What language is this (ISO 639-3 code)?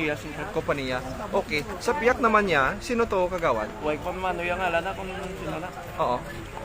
hil